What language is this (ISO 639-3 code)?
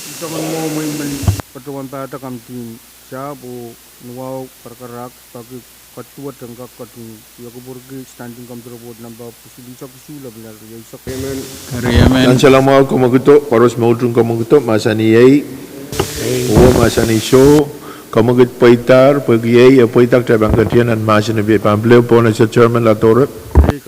pon